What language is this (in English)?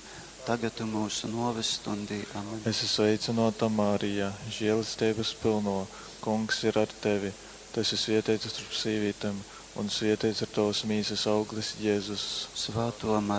Latgalian